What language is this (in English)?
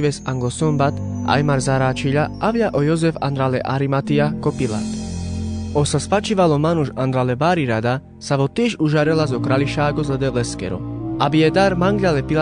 Carpathian Romani